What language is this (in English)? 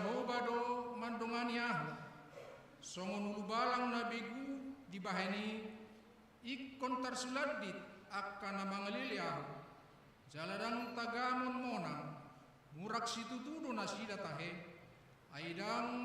Batak Toba